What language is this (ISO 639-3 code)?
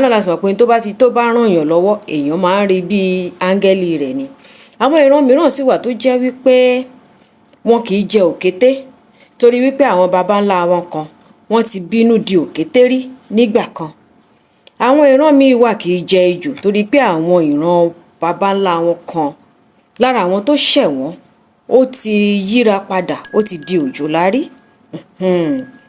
yor